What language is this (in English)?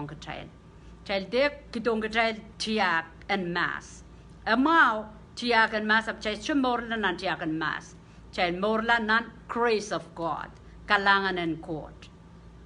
Pohnpeian